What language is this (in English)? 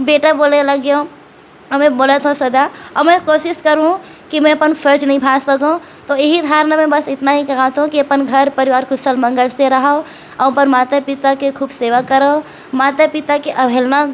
Chhattisgarhi